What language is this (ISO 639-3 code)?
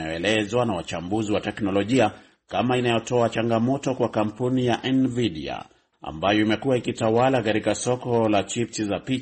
swa